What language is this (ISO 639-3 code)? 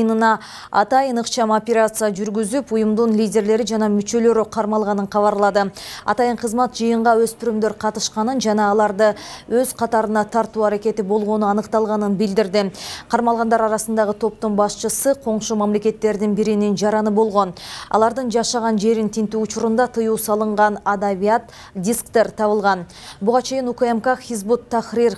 kir